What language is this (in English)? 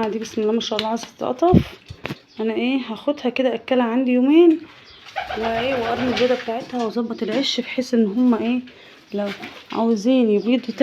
Egyptian Arabic